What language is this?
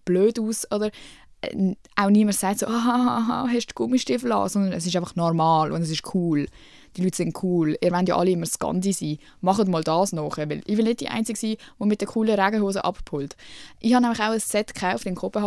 Swiss German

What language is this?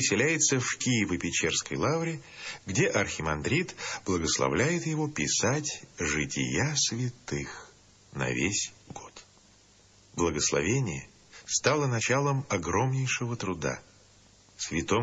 Russian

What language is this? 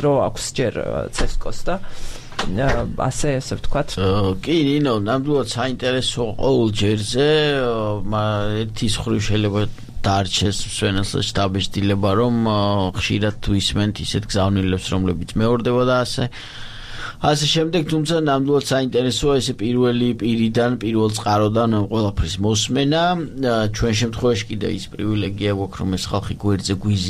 Georgian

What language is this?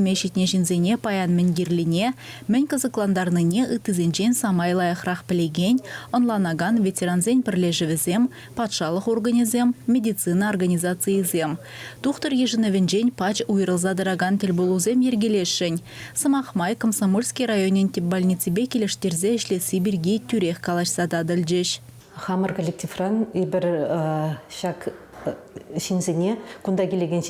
Chuvash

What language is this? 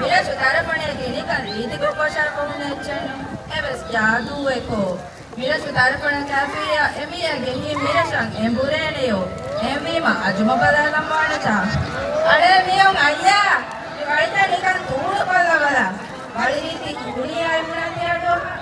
Divehi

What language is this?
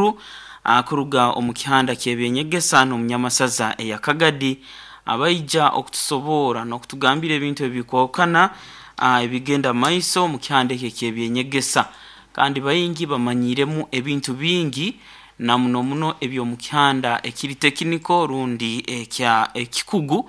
Nyoro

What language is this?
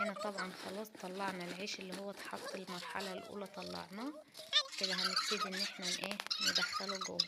Egyptian Arabic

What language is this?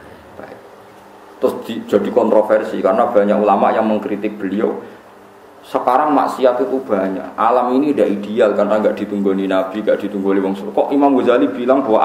Javanese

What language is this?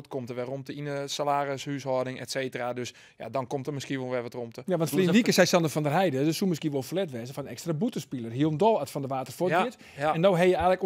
Western Frisian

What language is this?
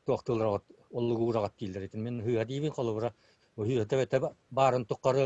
Yakut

